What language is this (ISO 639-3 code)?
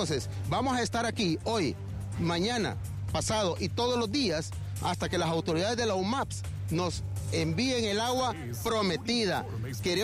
spa